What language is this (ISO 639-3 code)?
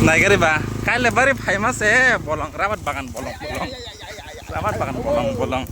trp